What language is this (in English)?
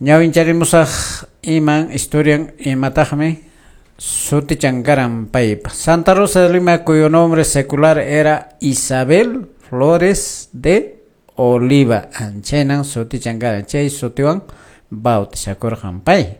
Quechua